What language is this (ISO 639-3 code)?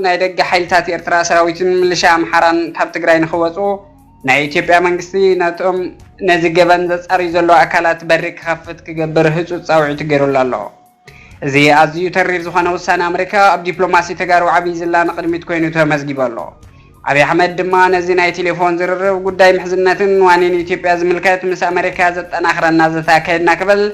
tir